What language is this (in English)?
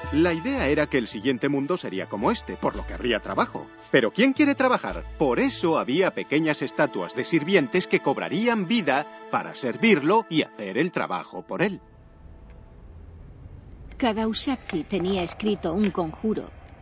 Spanish